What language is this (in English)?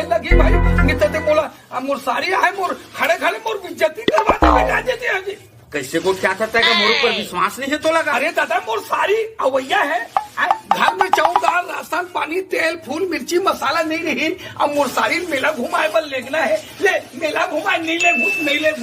Chhattisgarhi